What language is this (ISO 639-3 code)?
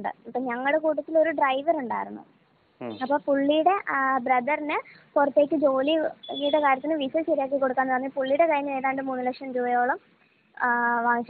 mal